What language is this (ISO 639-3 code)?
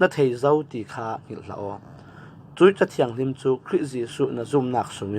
cfm